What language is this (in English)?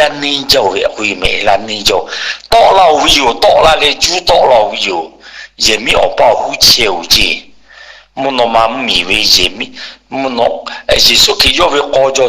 Lahu